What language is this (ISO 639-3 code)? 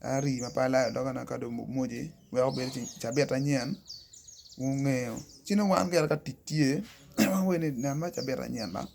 ach